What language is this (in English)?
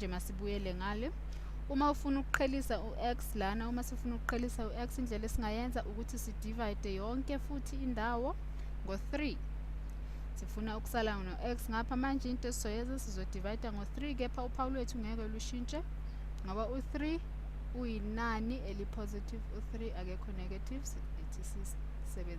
Zulu